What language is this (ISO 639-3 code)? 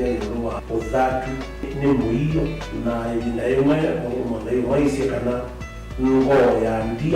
kam